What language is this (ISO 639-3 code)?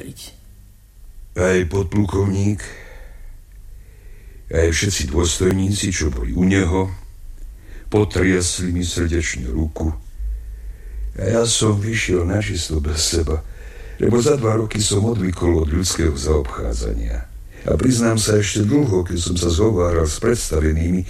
slk